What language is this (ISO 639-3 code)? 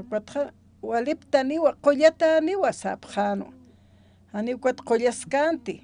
aym